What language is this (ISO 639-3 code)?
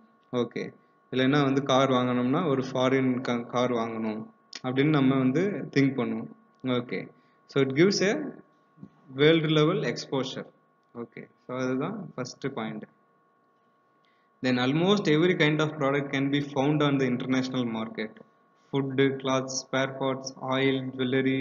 tam